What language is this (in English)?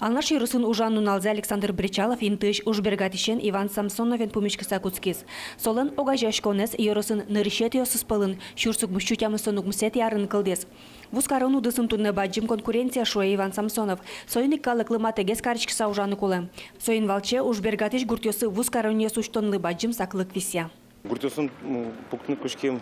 Udmurt